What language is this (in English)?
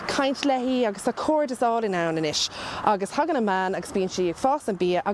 Irish